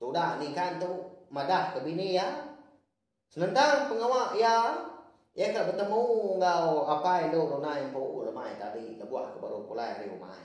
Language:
Iban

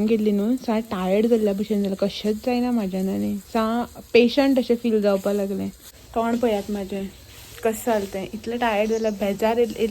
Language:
Konkani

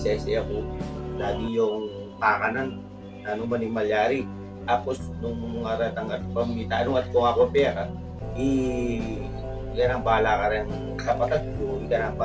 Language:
Pampanga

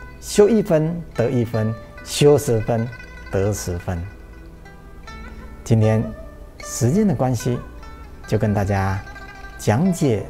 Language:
Chinese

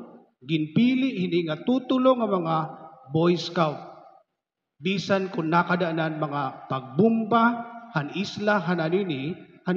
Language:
Waray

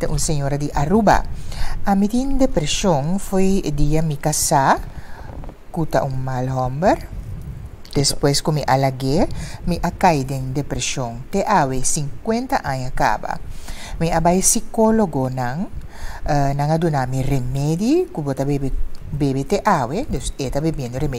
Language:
Papiamento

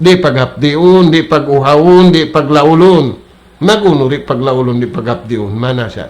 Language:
Tausug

